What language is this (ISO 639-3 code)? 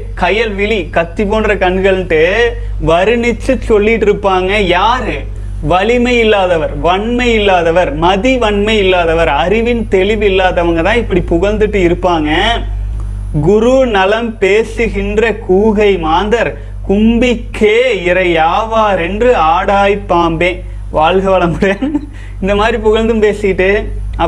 tam